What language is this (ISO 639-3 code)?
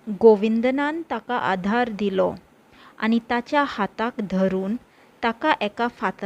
kok